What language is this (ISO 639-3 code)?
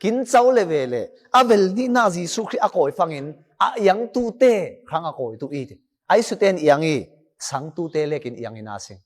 cfm